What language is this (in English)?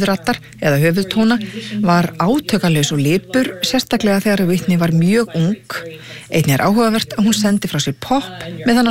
Icelandic